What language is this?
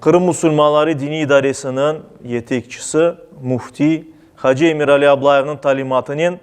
Crimean Tatar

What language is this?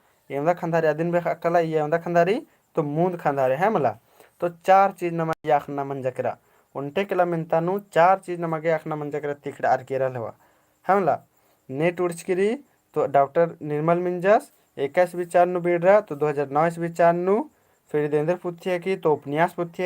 Kurukh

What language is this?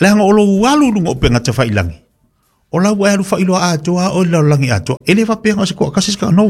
Samoan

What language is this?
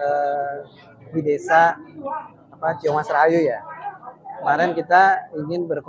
Indonesian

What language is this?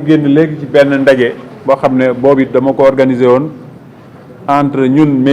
Wolof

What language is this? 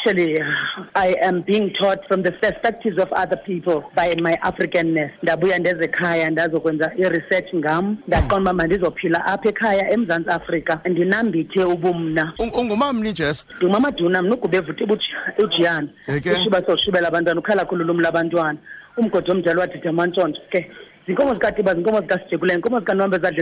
Xhosa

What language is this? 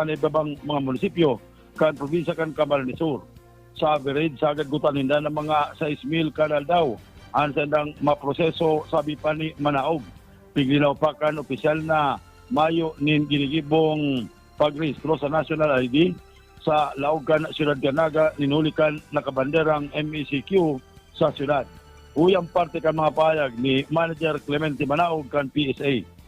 Bikol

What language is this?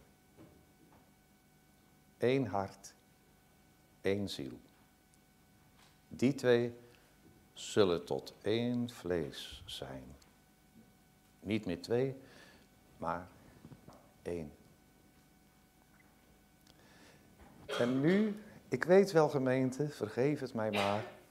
Dutch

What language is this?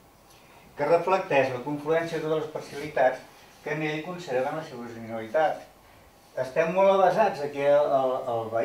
Catalan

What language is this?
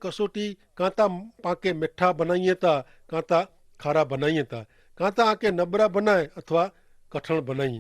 Kachhi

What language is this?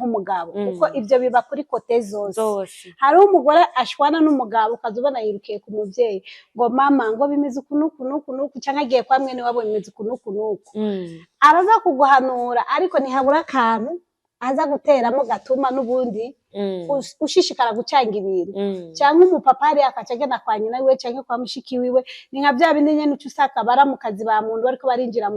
Rundi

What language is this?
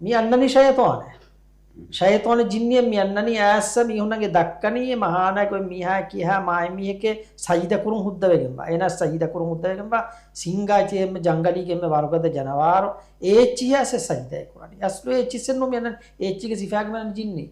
Divehi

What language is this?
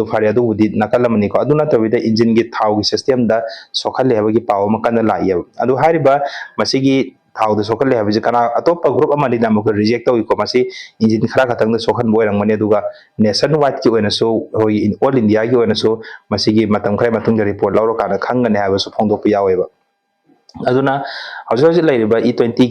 Manipuri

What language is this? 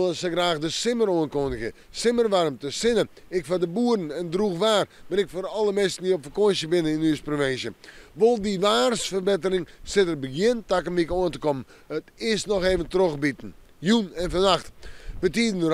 Western Frisian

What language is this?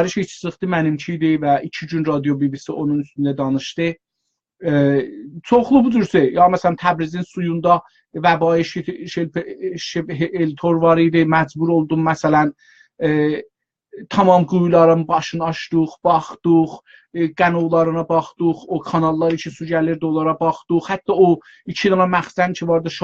South Azerbaijani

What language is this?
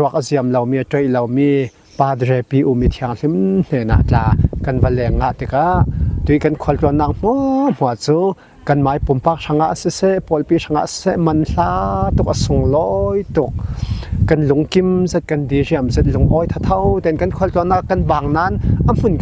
Falam Chin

